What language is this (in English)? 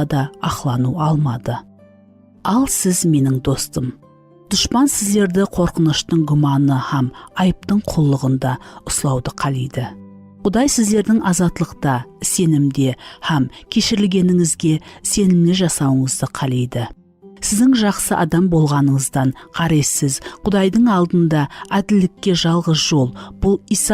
Kara-Kalpak